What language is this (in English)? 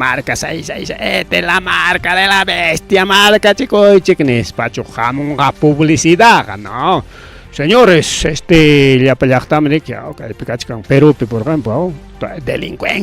Ayacucho Quechua